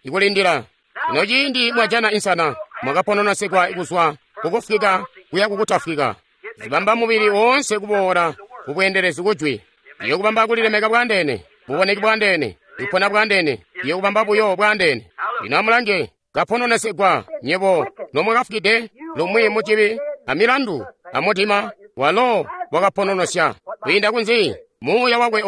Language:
Tonga (Zambia)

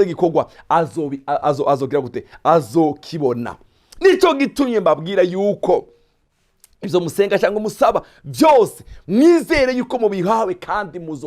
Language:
Rundi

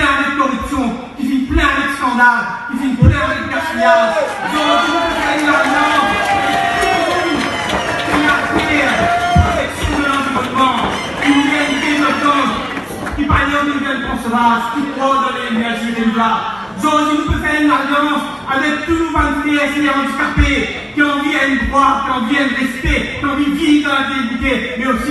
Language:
Morisyen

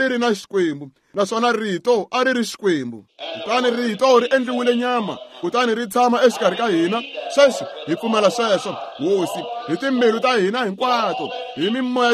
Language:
Tsonga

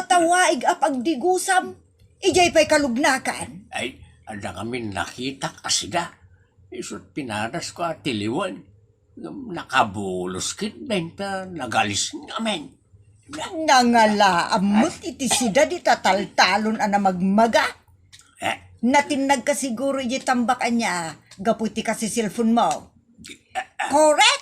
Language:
Iloko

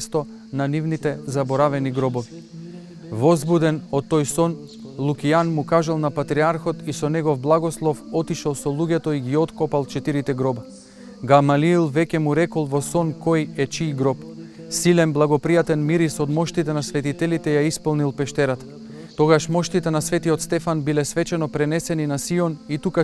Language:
Macedonian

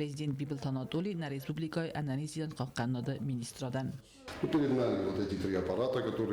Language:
Ossetic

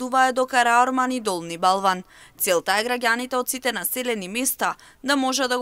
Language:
Macedonian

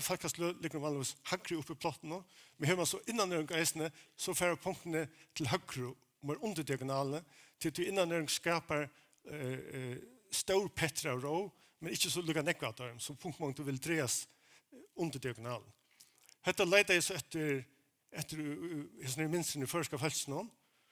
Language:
Faroese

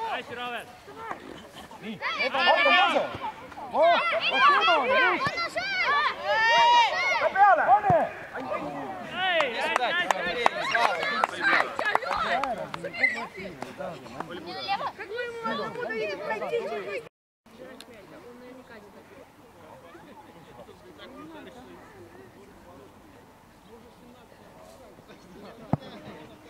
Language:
Estonian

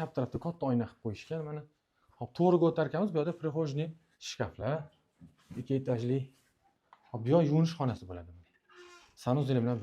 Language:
Uzbek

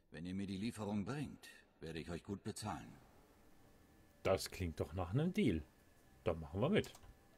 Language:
German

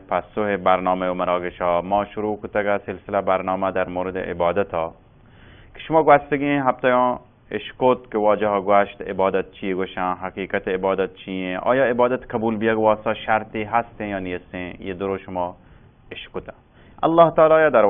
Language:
Baluchi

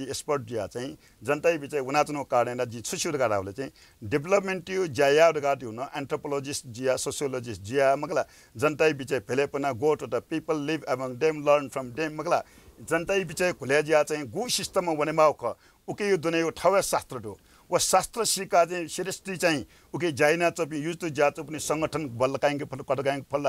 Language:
Newari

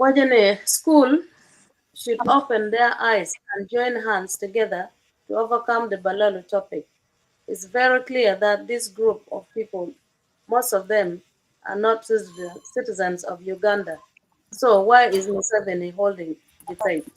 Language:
Acoli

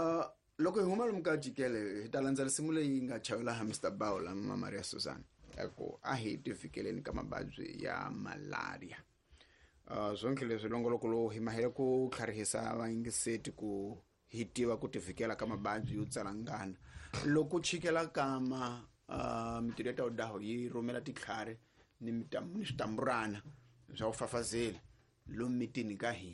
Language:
Tsonga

